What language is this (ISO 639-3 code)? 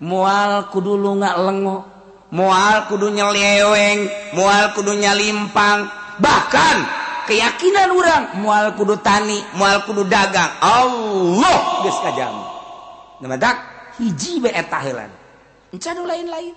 sun